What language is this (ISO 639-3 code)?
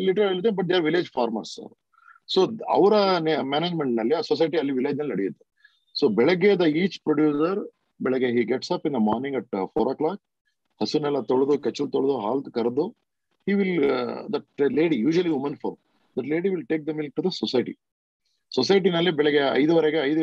kan